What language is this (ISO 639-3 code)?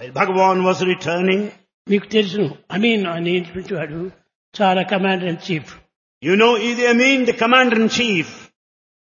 tel